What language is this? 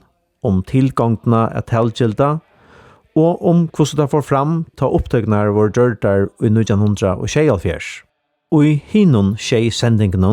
Faroese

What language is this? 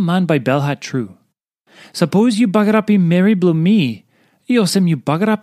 Tok Pisin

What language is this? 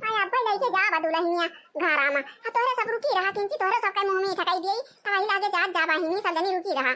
Awadhi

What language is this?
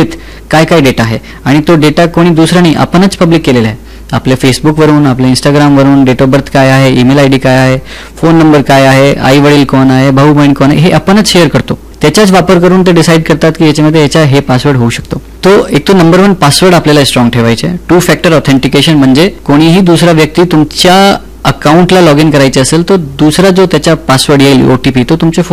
Marathi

